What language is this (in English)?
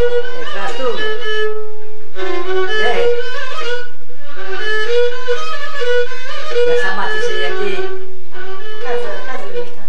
Greek